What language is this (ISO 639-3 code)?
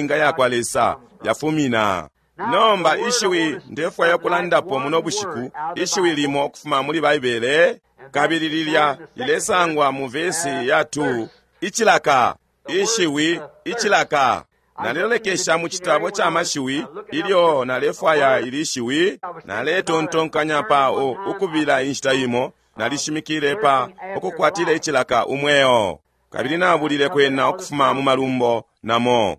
bem